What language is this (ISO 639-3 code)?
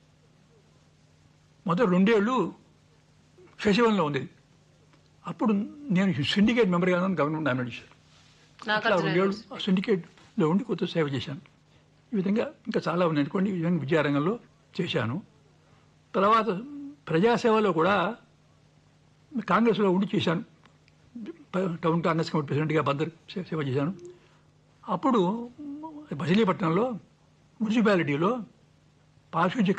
tel